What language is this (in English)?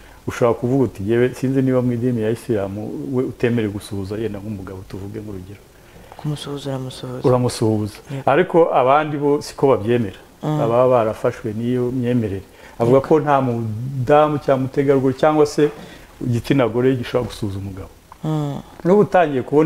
Kinyarwanda